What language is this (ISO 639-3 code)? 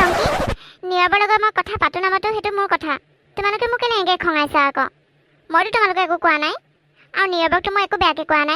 asm